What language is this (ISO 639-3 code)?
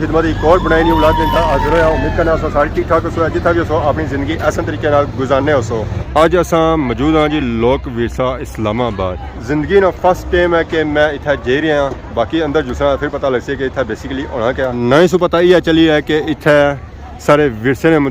phr